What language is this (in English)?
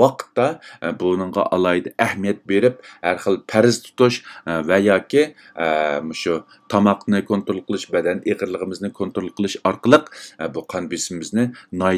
Uyghur